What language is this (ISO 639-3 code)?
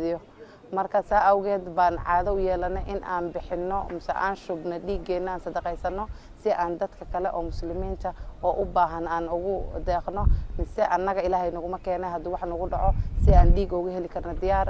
som